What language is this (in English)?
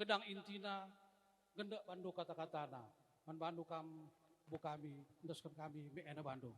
Batak Karo